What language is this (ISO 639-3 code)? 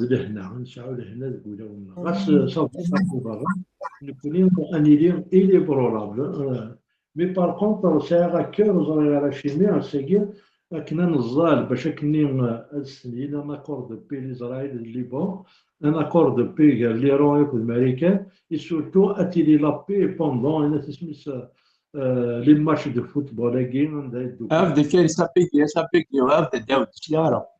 kab